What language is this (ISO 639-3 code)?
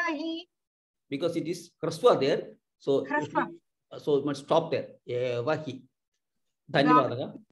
san